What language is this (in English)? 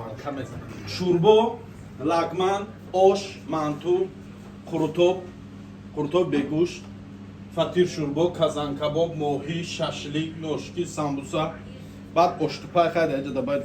Tajik